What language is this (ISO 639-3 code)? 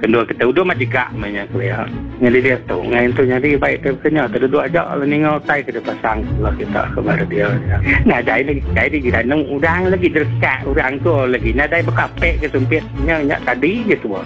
iba